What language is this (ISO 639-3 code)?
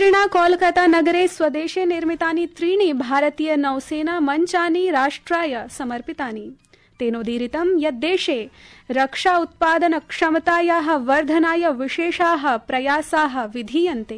san